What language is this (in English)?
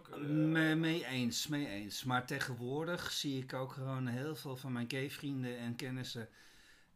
Dutch